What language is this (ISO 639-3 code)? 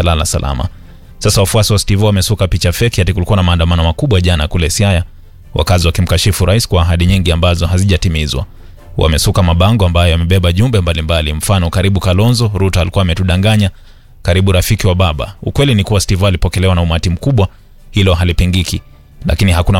swa